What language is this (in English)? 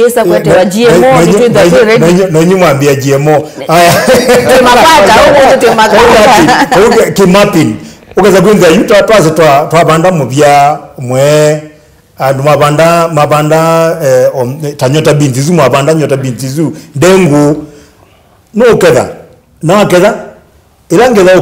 Kamba